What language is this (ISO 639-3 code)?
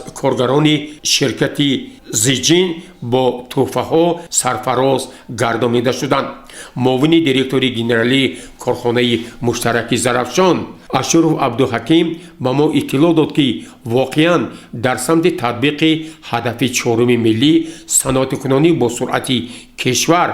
tgk